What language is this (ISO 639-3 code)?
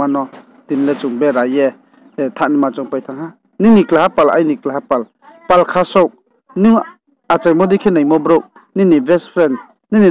ria